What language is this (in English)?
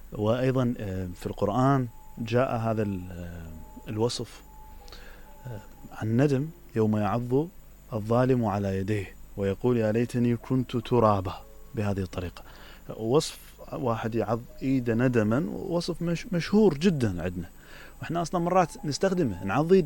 Mesopotamian Arabic